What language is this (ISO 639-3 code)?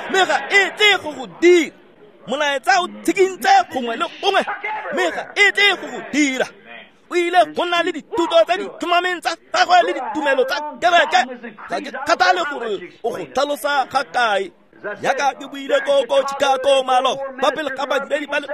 tsn